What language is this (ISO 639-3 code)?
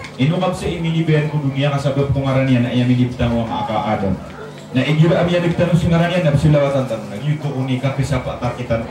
mrw